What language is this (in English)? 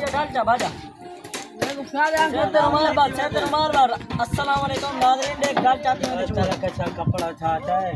Saraiki